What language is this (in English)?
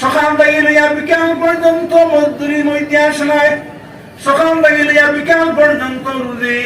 Sylheti